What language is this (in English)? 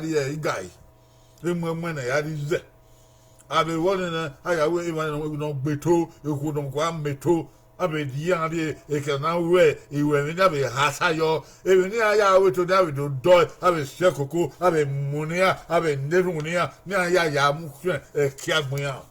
Bini